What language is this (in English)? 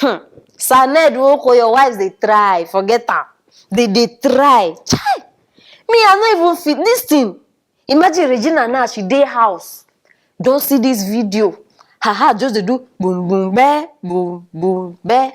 Nigerian Pidgin